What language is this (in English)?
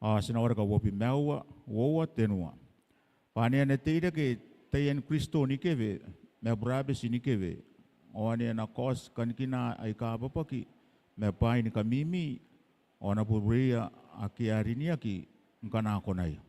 Gilbertese